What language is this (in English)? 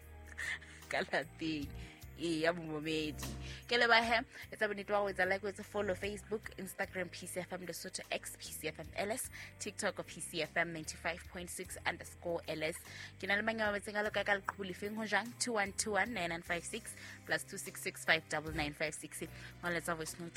Southern Sotho